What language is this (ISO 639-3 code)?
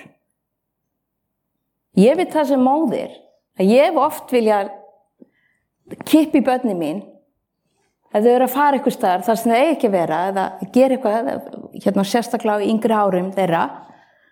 isl